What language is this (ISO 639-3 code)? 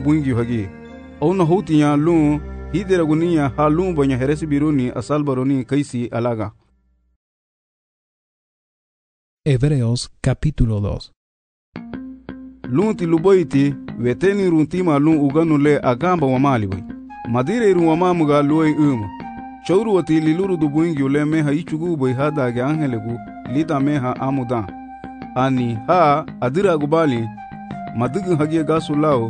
cab